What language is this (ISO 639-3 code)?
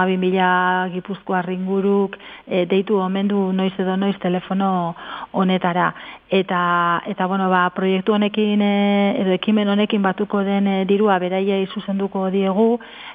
eus